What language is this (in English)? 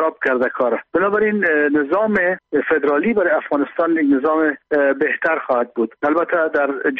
Persian